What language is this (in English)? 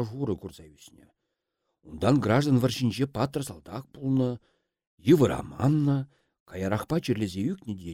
Chuvash